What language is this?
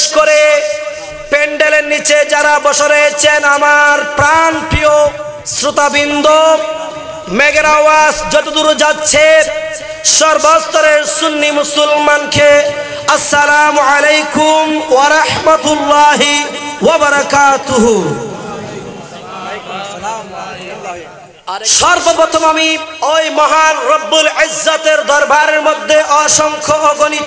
Bangla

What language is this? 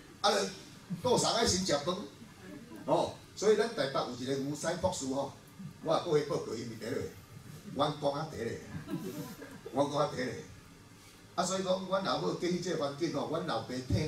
Min Nan Chinese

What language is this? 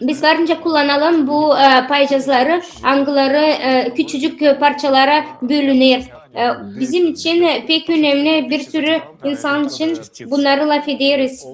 Gagauz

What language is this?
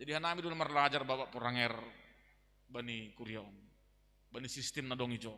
Batak Simalungun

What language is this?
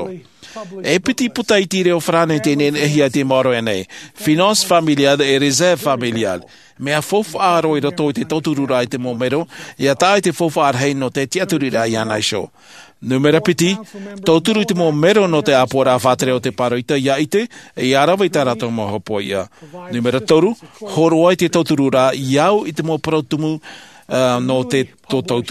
Tahitian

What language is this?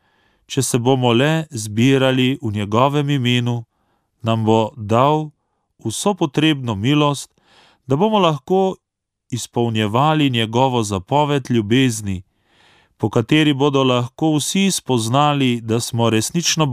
Slovenian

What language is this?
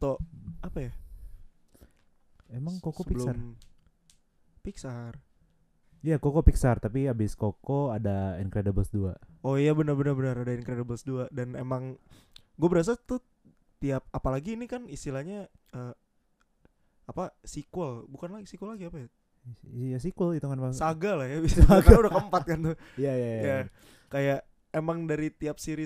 Indonesian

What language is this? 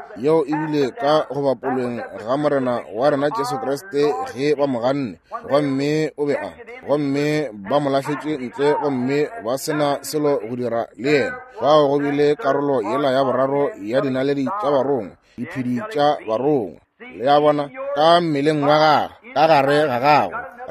Northern Sotho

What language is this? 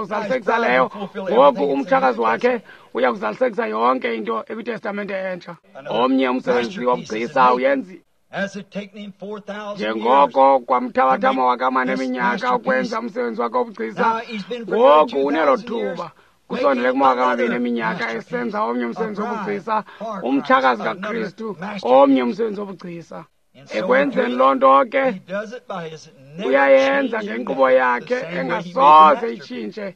Xhosa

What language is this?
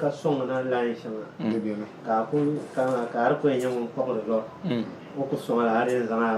Dagbani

